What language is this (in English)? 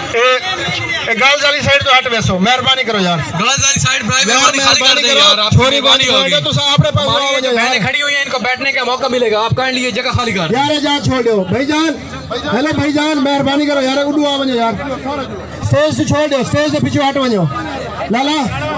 Saraiki